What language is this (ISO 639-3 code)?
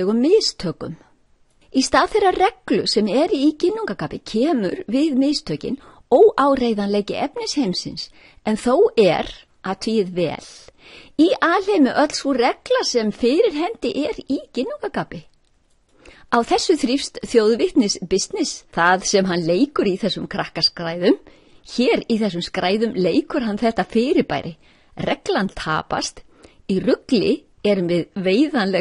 isl